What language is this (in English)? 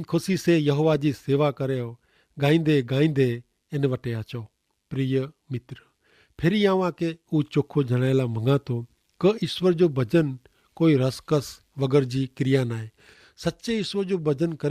Kachhi